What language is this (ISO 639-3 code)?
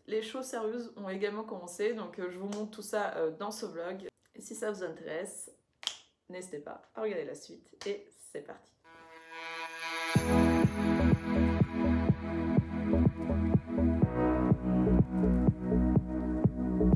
fra